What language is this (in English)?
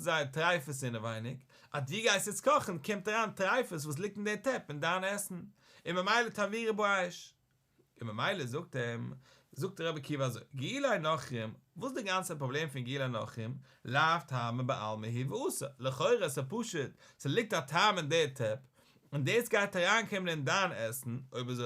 Yiddish